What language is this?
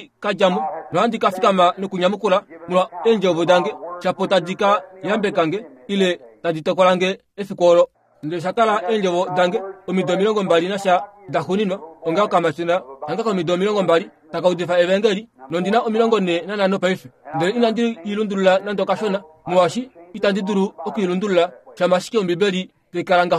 Kuanyama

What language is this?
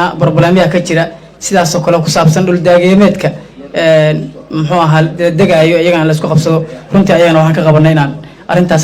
Somali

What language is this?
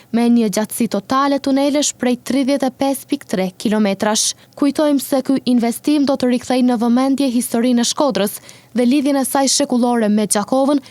Albanian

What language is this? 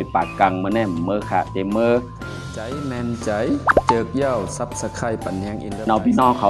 Shan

